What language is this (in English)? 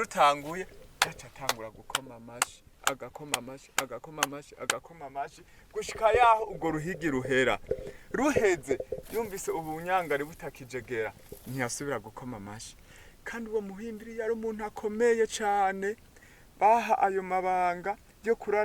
Rundi